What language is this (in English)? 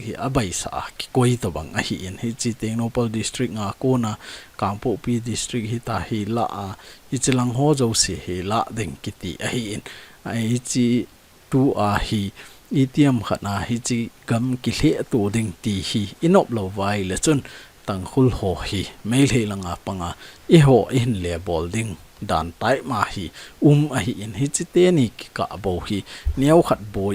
Thado Chin